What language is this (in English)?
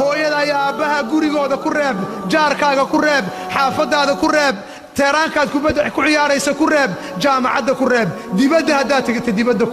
Somali